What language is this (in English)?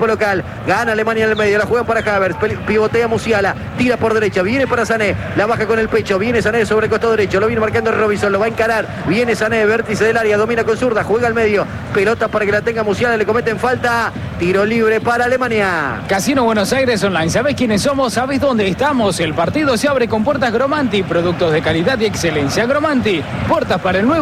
Spanish